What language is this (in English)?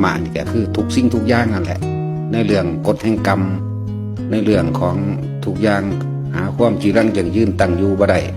Northeastern Thai